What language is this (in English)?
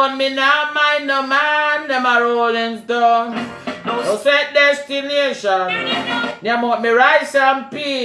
Jamaican Creole English